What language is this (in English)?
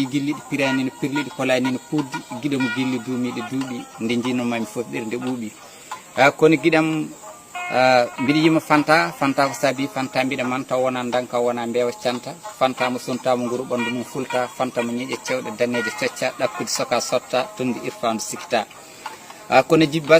Fula